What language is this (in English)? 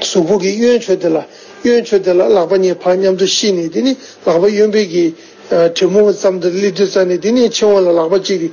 Tibetan